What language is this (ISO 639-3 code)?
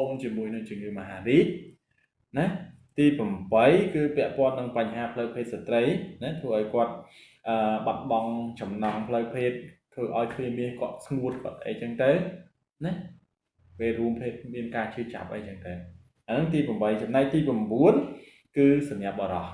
khm